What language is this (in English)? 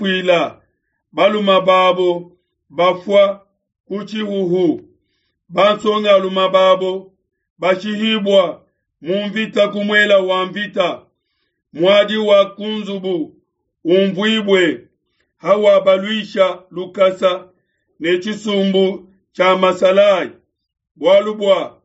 Luba-Lulua